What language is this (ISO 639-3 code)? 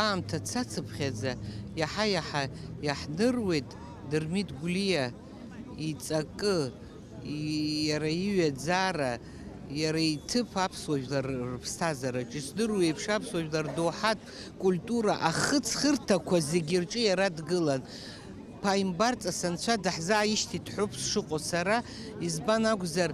abk